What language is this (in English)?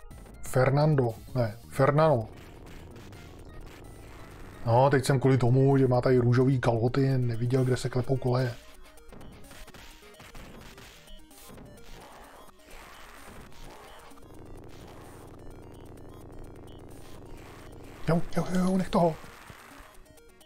Czech